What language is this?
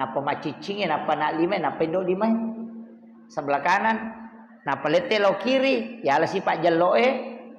Buginese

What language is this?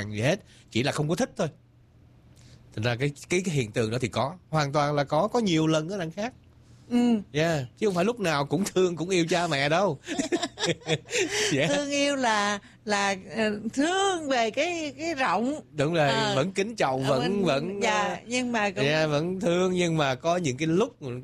Vietnamese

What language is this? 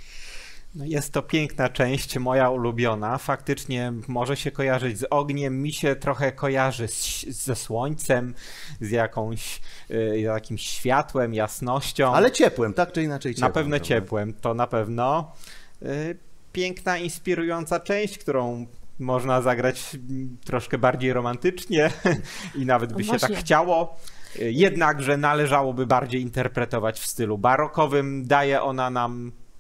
Polish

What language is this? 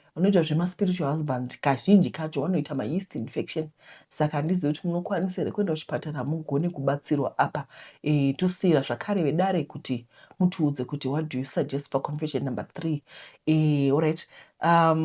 Shona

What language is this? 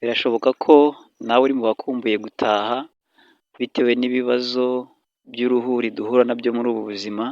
Kinyarwanda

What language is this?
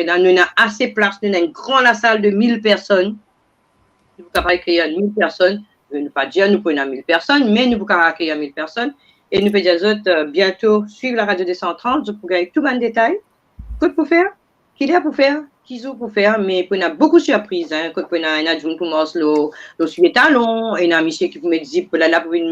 Morisyen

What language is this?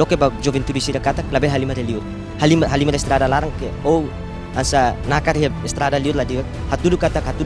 Tetum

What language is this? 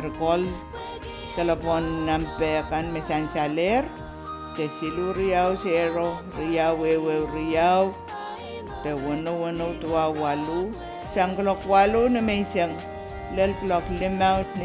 Pohnpeian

